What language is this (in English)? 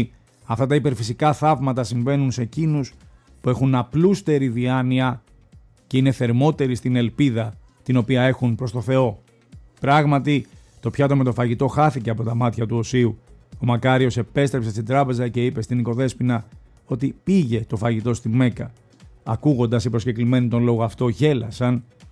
Greek